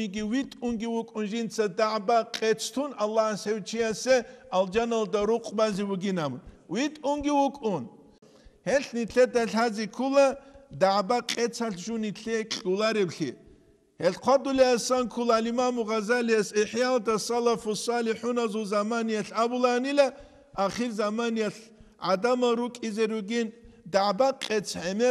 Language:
Avaric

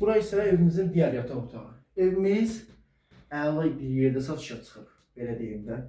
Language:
Azerbaijani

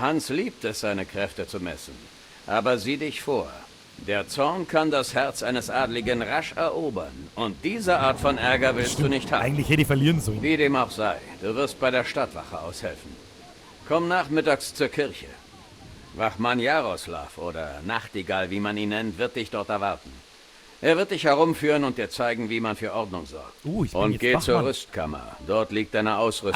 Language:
Bavarian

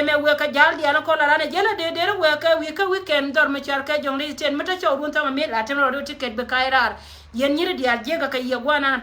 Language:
Nuer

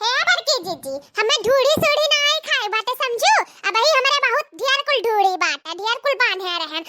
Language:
Awadhi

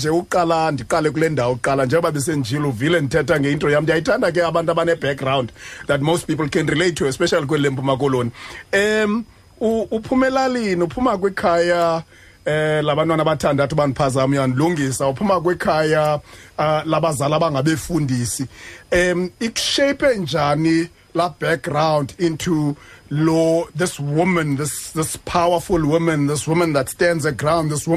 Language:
Xhosa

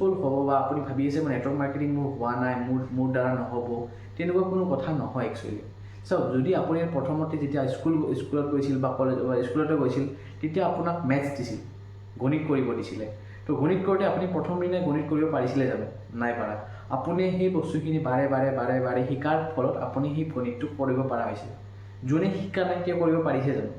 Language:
Assamese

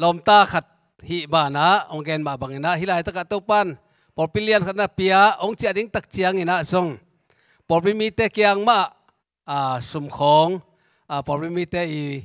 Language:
Tedim Chin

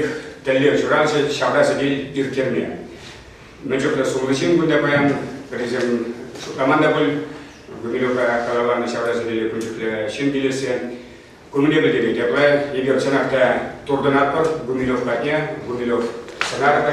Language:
Chuvash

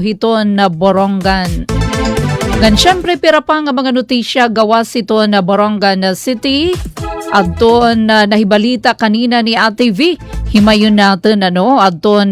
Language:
Waray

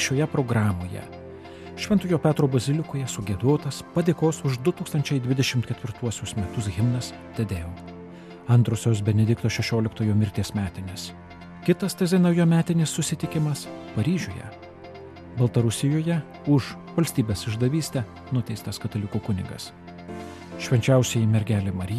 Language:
Lithuanian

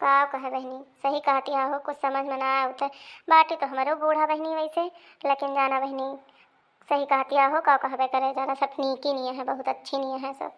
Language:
Awadhi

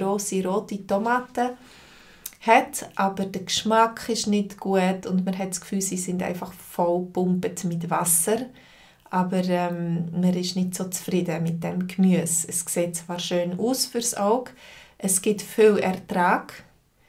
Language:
Swiss German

